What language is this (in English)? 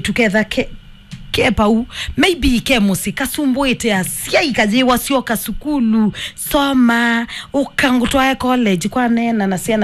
Kamba